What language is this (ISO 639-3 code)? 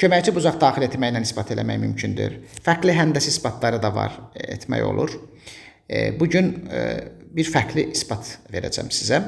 aze